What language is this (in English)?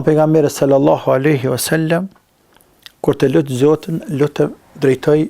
Albanian